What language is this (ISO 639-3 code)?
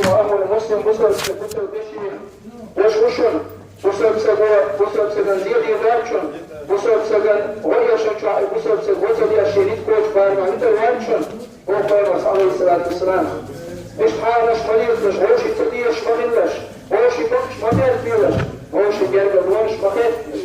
che